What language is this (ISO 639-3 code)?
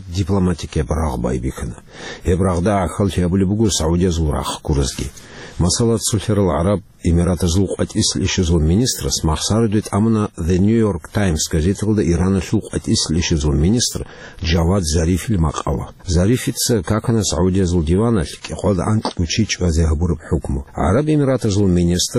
ava